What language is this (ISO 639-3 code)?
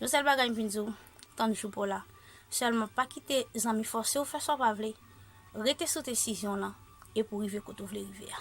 hat